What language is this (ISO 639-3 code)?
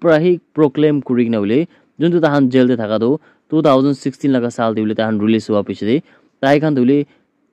nag